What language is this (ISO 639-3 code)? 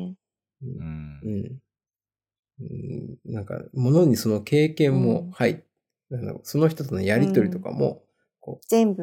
jpn